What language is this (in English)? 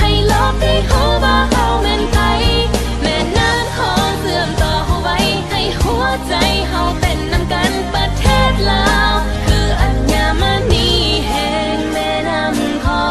Lao